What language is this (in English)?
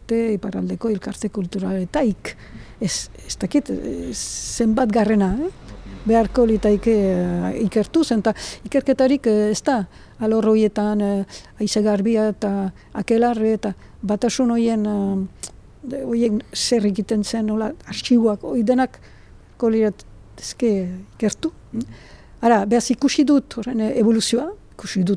Basque